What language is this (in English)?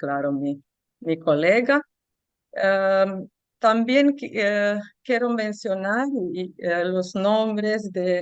Ladino